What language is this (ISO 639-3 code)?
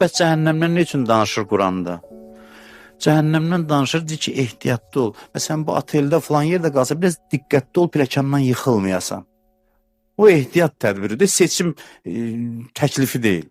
aze